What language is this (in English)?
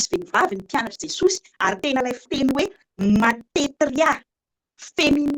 Malagasy